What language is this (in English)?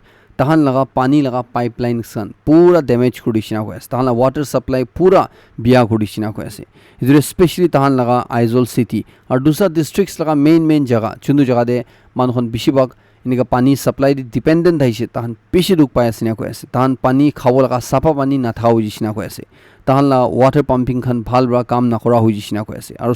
Naga Pidgin